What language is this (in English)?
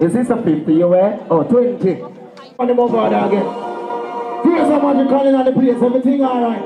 Jamaican Creole English